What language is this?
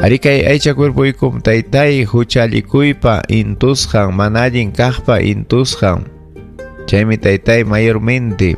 Ayacucho Quechua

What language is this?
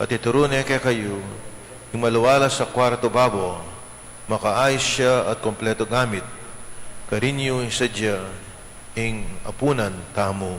Pampanga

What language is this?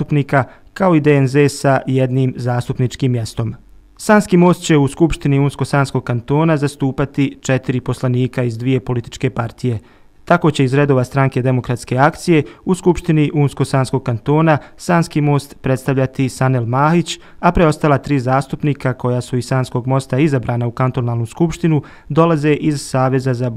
Bosnian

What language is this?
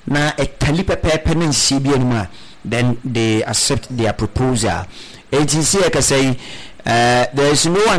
Akan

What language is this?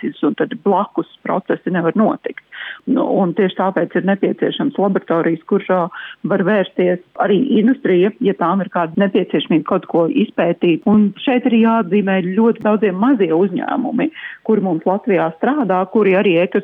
Latvian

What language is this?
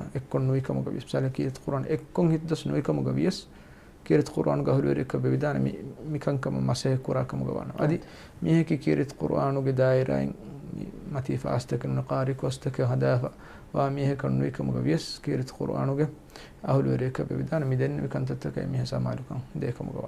Divehi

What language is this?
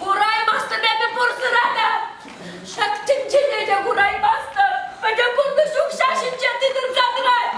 Chuvash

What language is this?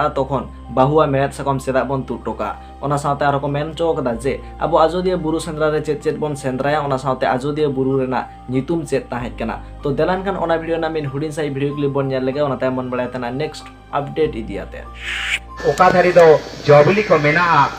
Santali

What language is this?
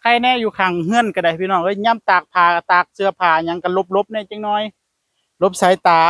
Northeastern Thai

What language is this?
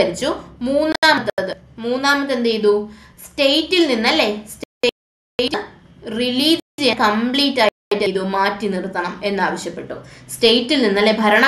Malayalam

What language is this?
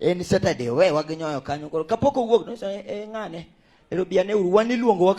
Luo (Kenya and Tanzania)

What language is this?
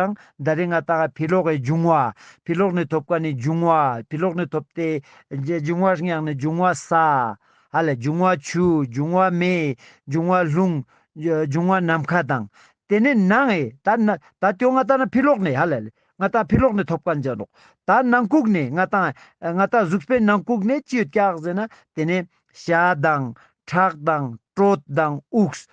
Ladakhi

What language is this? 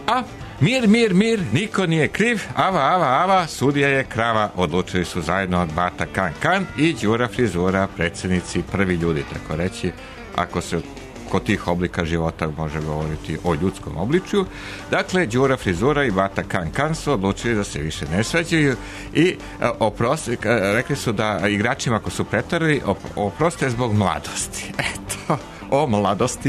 Serbian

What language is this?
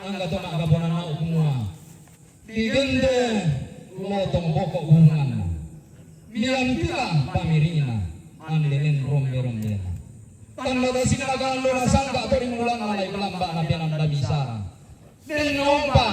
Toraja-Sa'dan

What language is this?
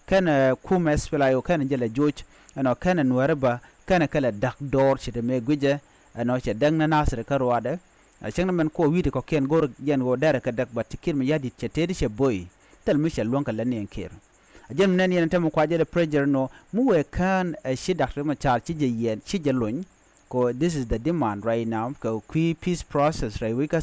Nuer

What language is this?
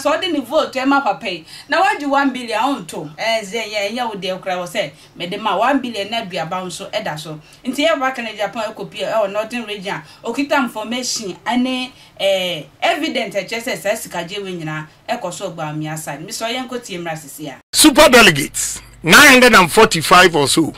Akan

